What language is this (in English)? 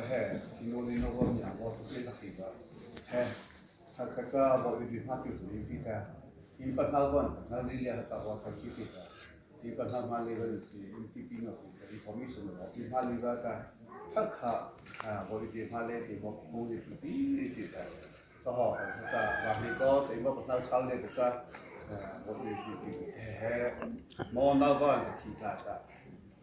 Mara Chin